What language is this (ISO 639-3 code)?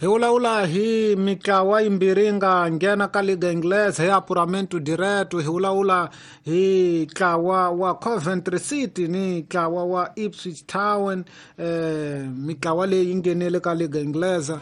tso